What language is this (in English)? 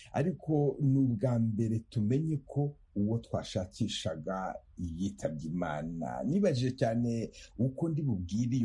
Kinyarwanda